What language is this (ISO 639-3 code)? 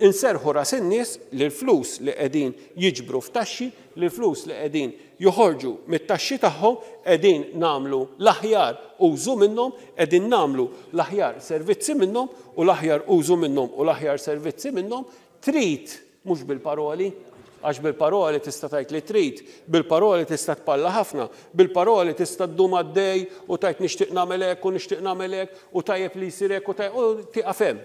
mlt